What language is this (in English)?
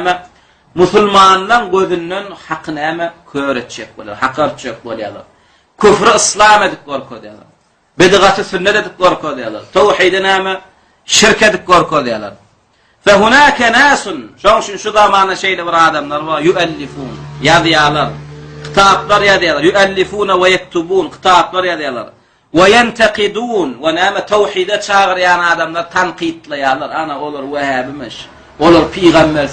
Turkmen